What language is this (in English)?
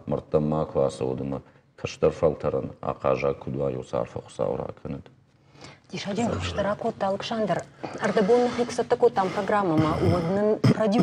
Ossetic